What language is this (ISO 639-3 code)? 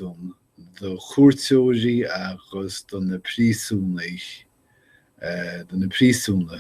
gle